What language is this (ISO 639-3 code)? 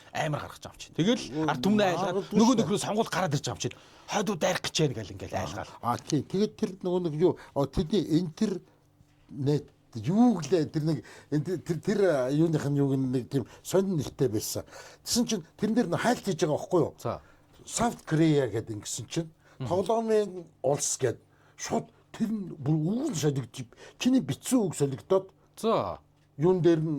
mon